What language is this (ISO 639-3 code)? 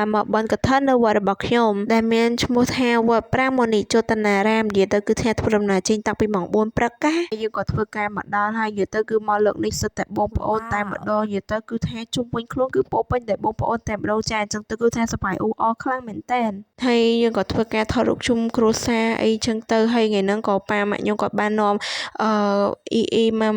khm